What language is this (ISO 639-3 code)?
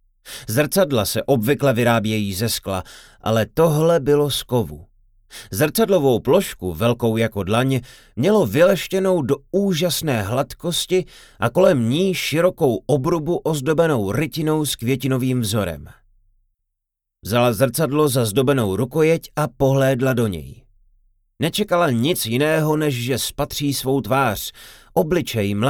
ces